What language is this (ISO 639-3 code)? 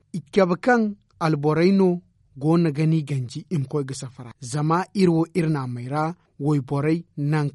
dje